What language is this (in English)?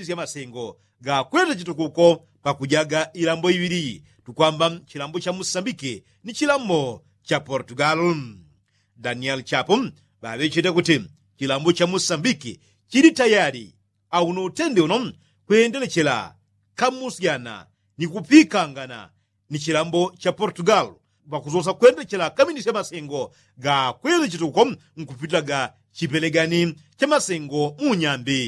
Yao